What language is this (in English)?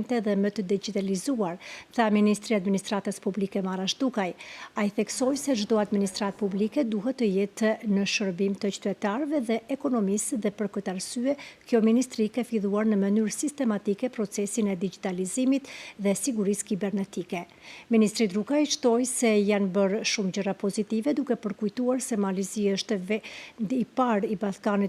Albanian